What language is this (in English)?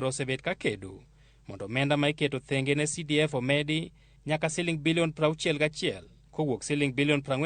Luo (Kenya and Tanzania)